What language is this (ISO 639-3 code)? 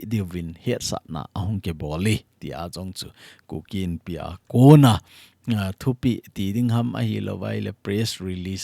tcz